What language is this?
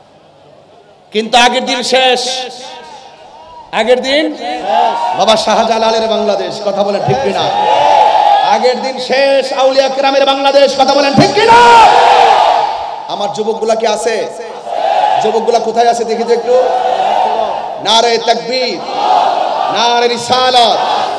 Bangla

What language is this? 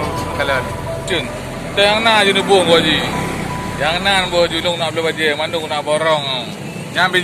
Achinese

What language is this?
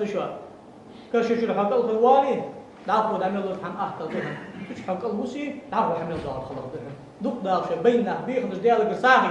Ingush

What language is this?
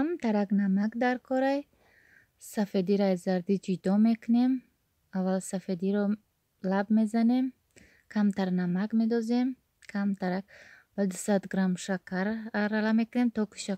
Tajik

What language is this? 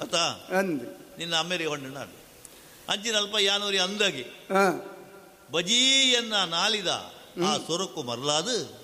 Tulu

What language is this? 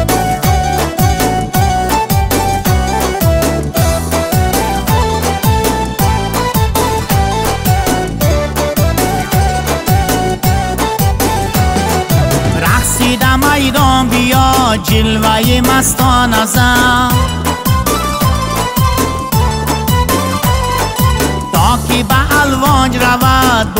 Persian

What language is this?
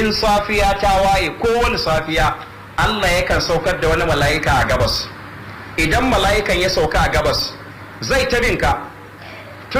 Hausa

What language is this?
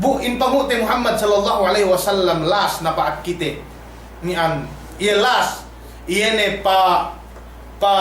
Yakan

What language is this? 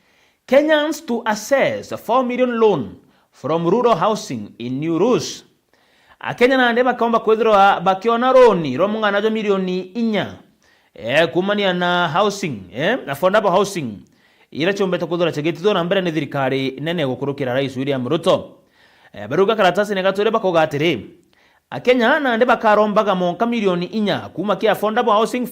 Meru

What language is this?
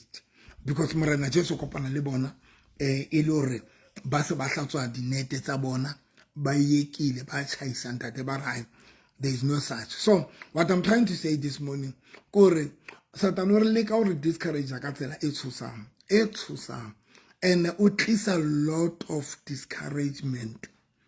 Southern Sotho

